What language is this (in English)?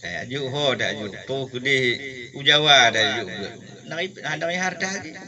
Achinese